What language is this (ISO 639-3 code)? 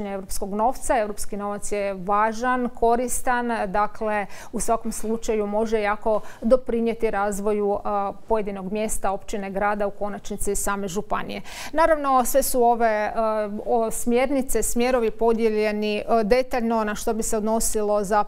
hrv